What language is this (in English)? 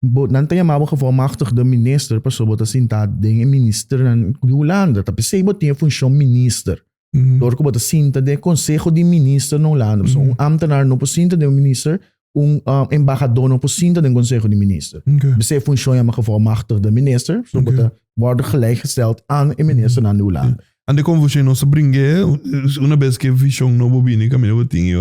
Papiamento